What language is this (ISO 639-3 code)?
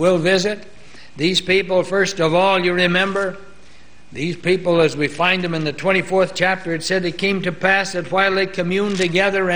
eng